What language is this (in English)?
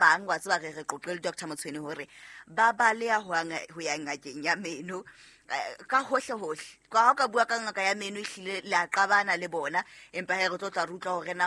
Southern Sotho